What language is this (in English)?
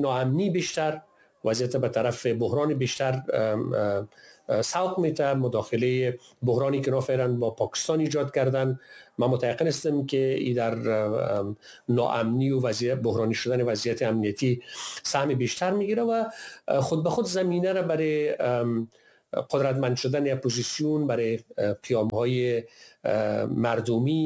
Persian